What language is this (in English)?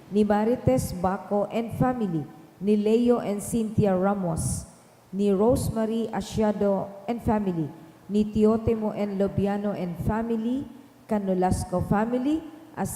Bikol